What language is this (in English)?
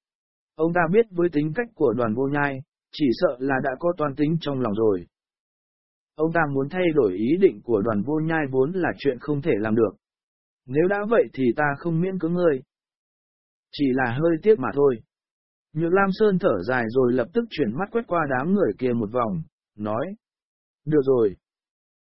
Vietnamese